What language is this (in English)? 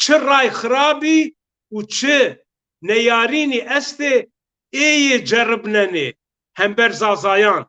Zaza